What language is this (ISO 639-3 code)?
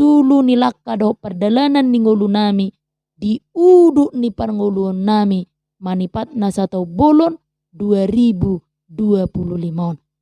bbc